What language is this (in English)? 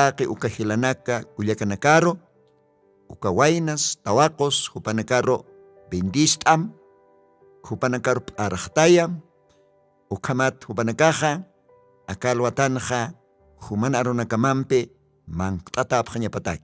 Aymara